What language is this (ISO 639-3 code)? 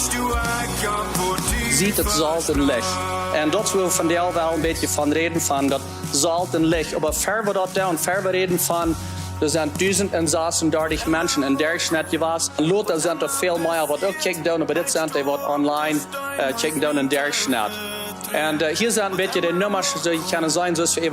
pdt